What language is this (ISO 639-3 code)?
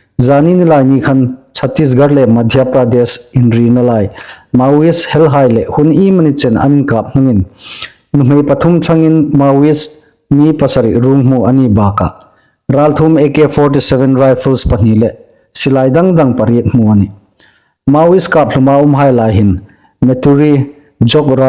hmr